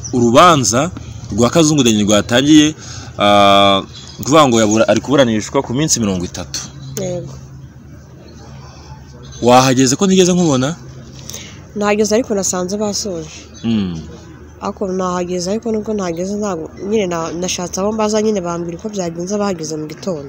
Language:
Kinyarwanda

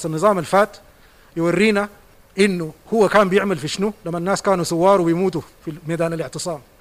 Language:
Sudanese Arabic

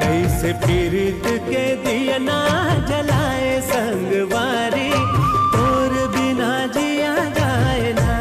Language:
Chhattisgarhi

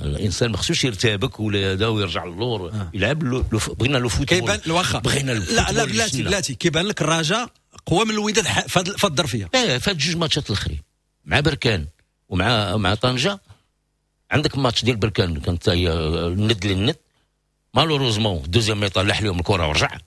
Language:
Moroccan Arabic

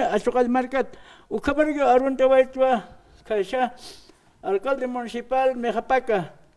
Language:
Aymara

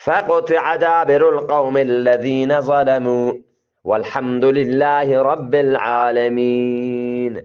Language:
Eastern Balochi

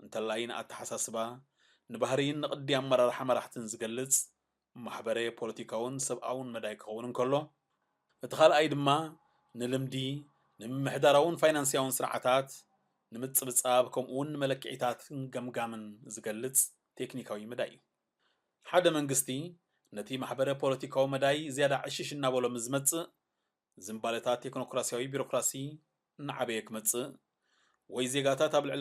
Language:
Tigrinya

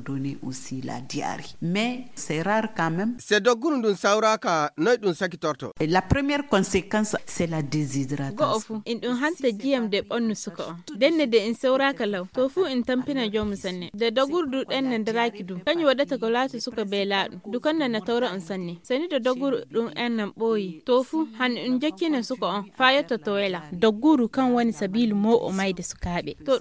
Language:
Fula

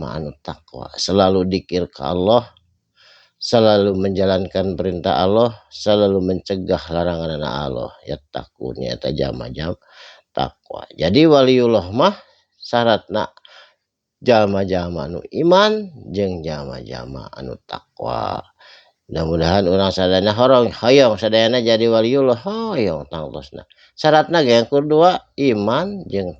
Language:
Sundanese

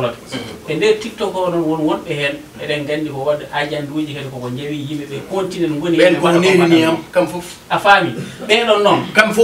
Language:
Fula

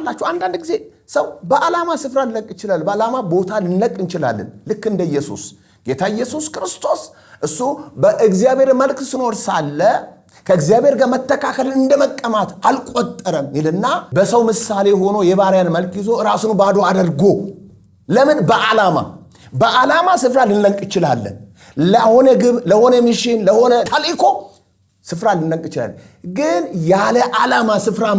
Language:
Amharic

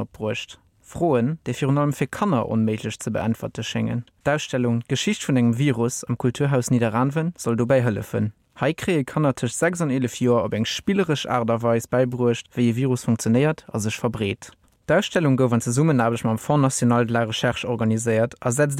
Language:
Luxembourgish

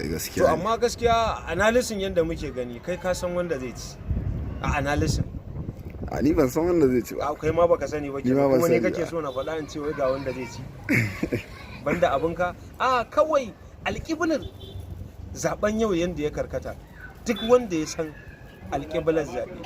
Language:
Hausa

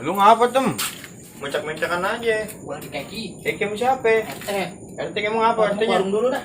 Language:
Betawi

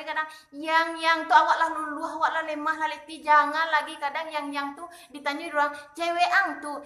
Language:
Minangkabau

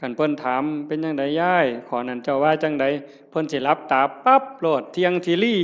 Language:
Northeastern Thai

